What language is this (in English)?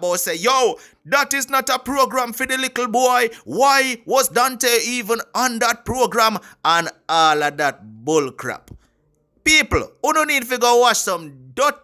Jamaican Creole English